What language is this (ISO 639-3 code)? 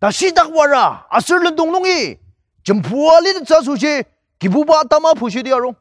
njo